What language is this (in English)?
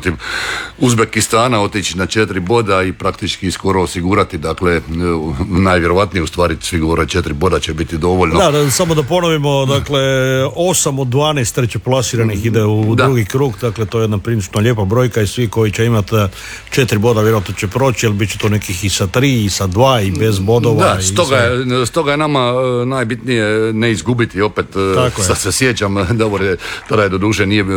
Croatian